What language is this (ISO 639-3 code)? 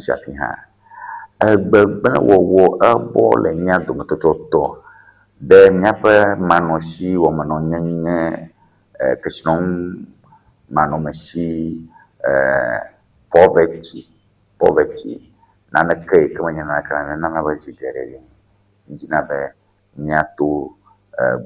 ewe